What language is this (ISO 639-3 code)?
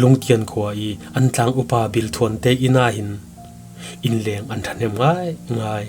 cfm